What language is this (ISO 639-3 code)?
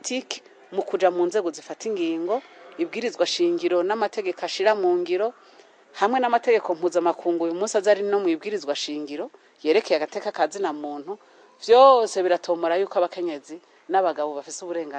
run